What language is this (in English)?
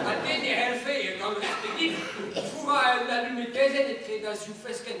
Breton